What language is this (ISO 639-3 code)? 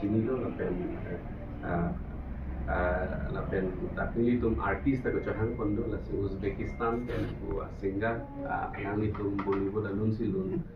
mjw